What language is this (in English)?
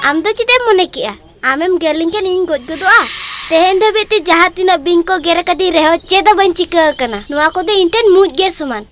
Santali